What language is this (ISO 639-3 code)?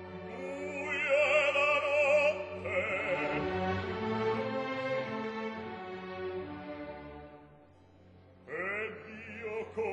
ita